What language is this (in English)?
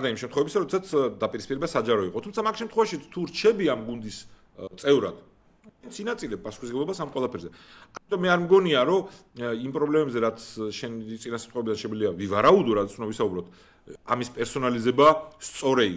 Georgian